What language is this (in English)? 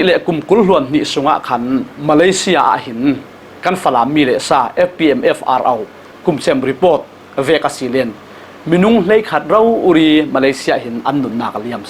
Falam Chin